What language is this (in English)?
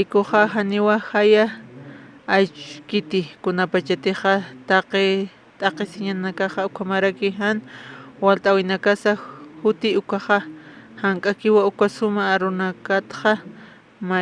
Aymara